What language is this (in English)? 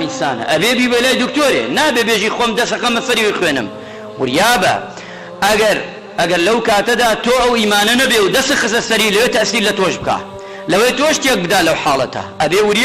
Central Kurdish